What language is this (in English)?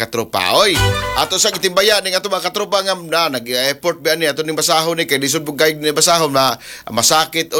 Cebuano